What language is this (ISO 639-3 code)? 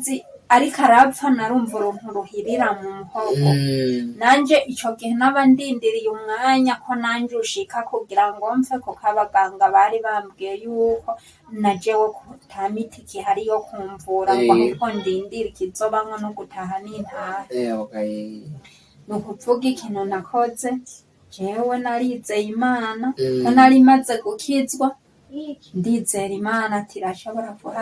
run